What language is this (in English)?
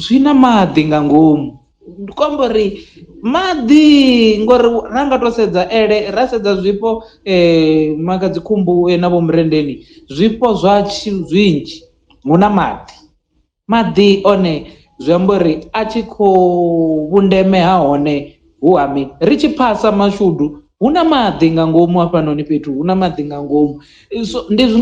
Venda